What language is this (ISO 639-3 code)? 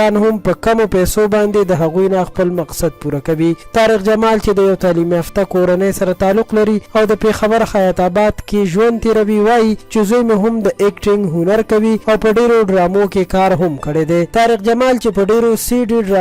pus